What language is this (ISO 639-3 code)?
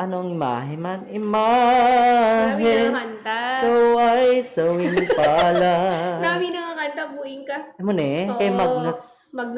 hil